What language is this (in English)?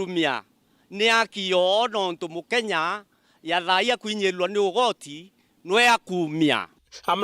Meru